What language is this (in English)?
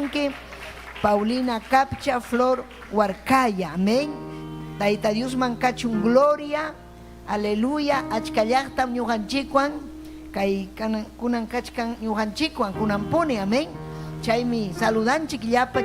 Ayacucho Quechua